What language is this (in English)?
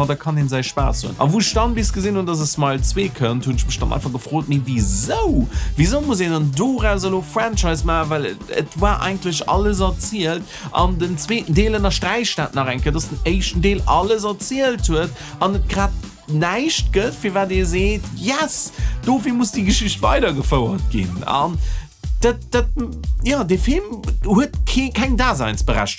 Luxembourgish